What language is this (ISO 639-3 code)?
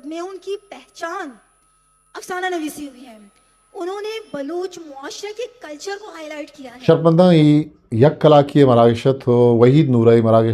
bgp